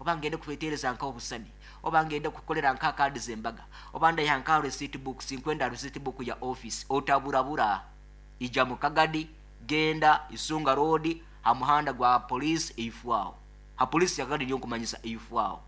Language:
Nyoro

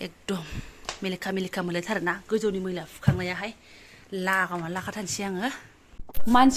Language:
Bodo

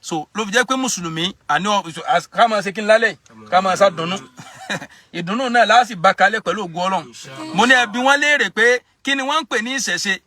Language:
Yoruba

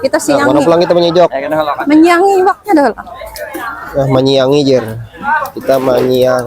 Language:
Banjar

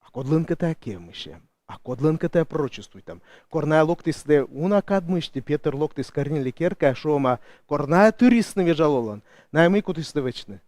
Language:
Komi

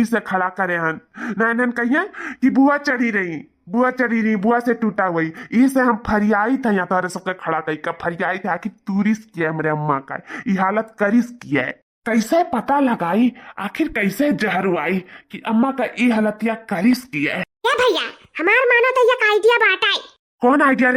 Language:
Awadhi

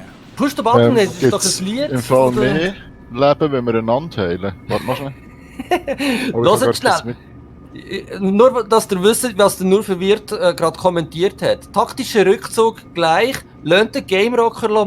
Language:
Swiss German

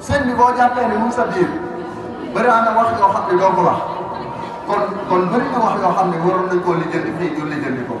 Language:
Wolof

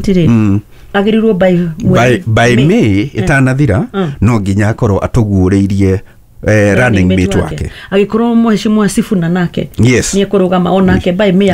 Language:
Kikuyu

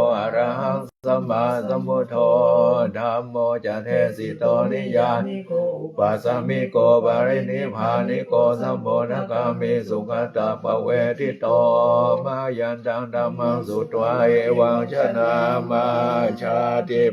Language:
Pali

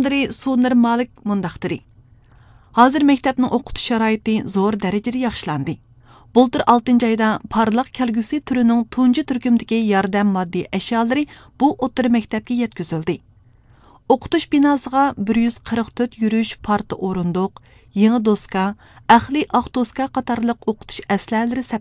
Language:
Uyghur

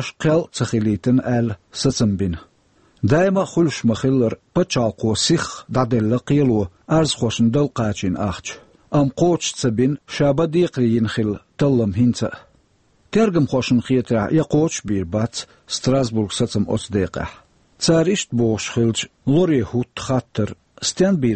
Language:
Chechen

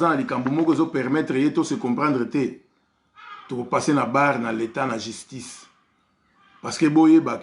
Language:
Lingala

